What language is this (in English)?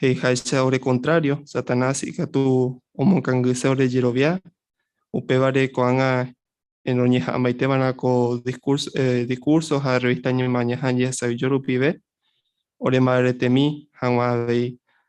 Guarani